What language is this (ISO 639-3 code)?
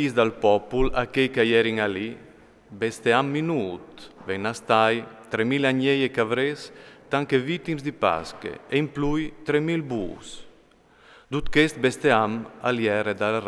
fur